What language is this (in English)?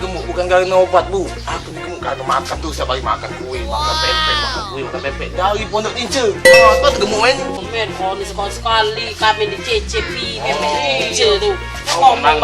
Musi